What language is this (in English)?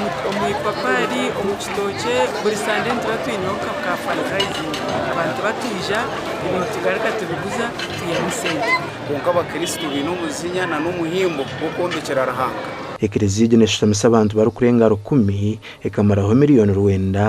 Nyankole